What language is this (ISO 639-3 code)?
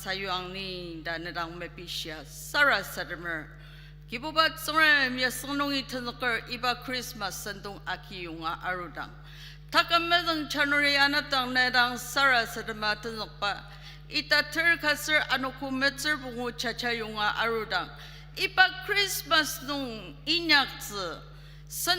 njo